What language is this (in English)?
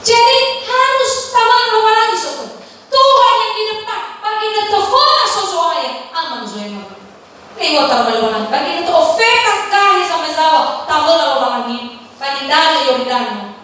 Nias